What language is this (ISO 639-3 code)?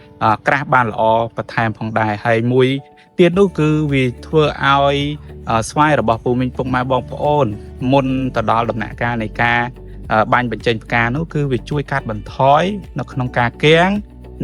khm